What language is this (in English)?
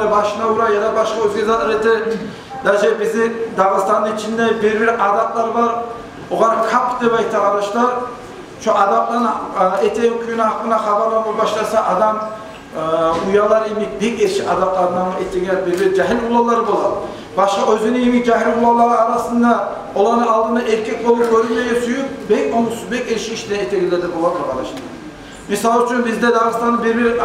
Kumyk